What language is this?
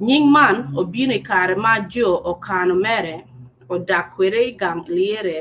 Acoli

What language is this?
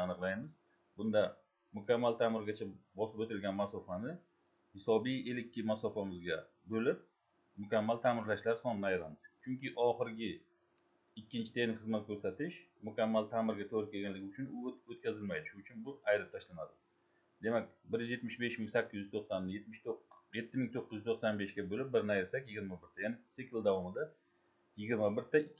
Uzbek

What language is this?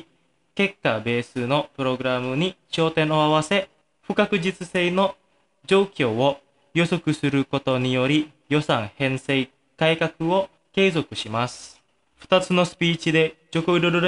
Japanese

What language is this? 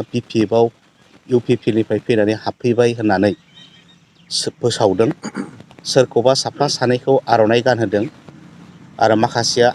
Bodo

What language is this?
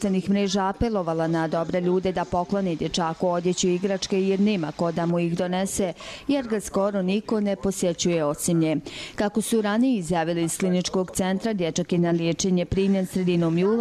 Bosnian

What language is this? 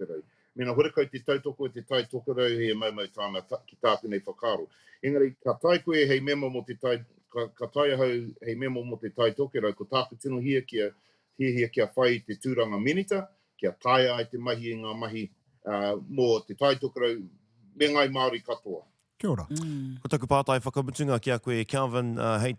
Māori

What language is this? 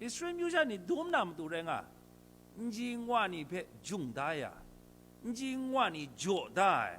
Kachin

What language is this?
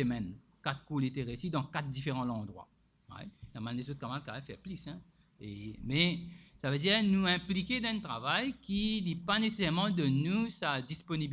Morisyen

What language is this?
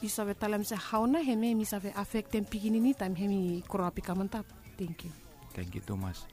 Bislama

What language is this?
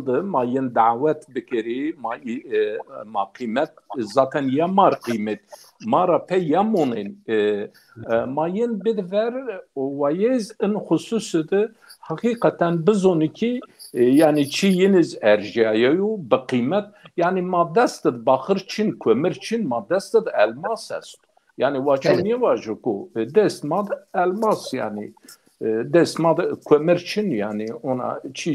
Zaza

